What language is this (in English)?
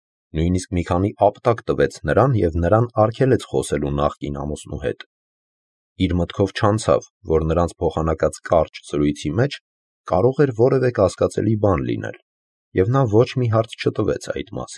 Armenian